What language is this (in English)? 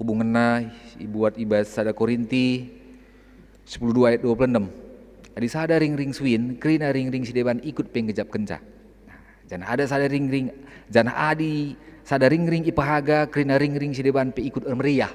Batak Karo